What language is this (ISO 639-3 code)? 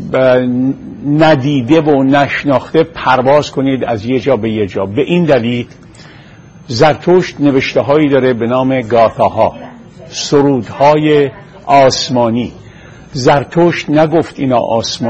fas